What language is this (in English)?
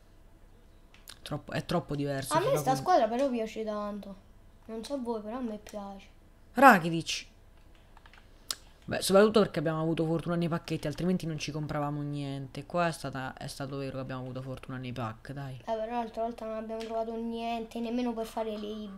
Italian